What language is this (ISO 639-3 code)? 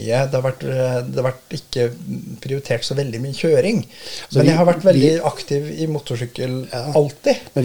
nor